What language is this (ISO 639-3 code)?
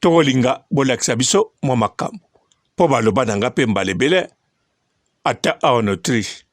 lin